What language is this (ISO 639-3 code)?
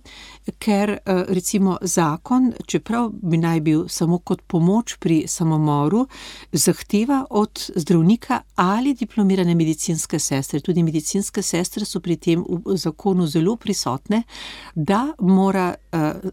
slv